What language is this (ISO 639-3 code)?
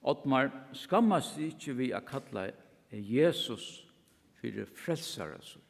fao